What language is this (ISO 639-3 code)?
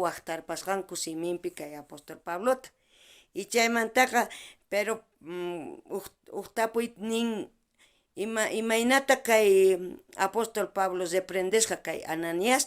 quh